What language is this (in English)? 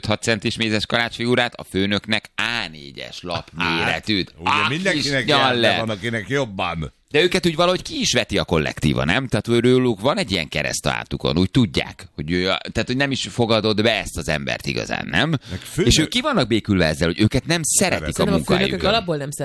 Hungarian